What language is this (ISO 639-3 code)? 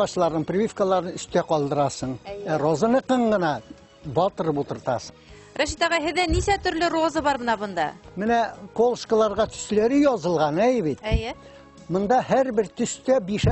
bak